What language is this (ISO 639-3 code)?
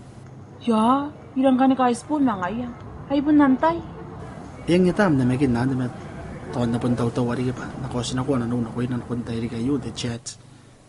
gil